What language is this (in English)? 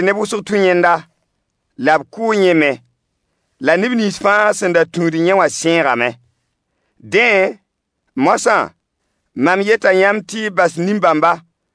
Mossi